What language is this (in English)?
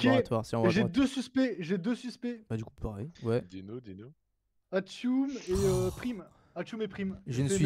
French